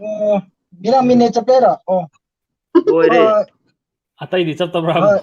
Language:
Manipuri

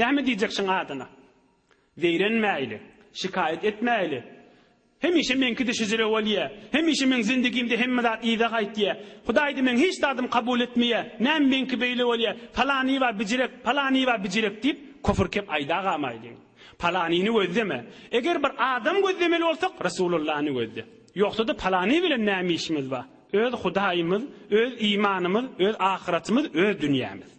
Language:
Turkmen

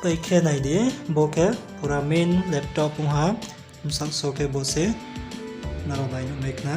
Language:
Riang (India)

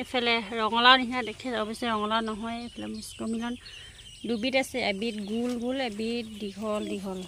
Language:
Assamese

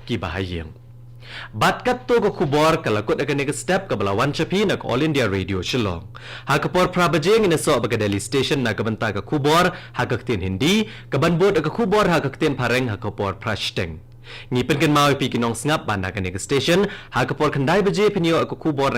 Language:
Khasi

